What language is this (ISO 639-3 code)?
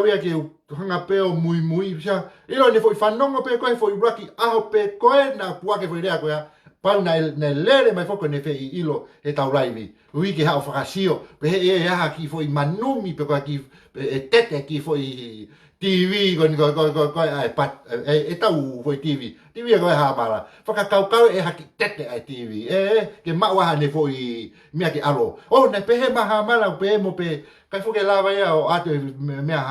ton